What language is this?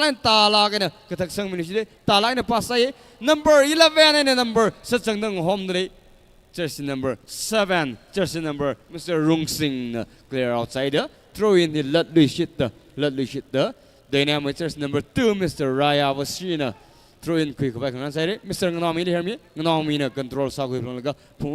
Tangkhul Naga (India)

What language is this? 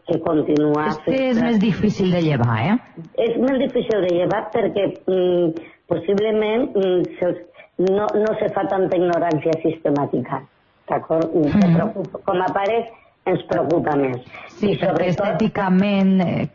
Catalan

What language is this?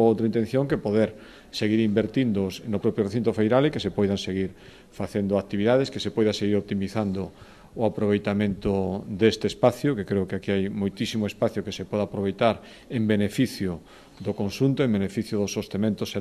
Galician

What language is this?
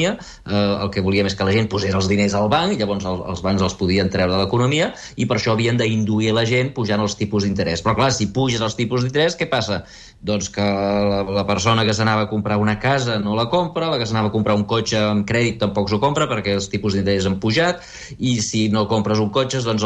Catalan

